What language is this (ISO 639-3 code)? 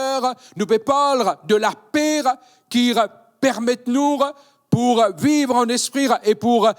mfe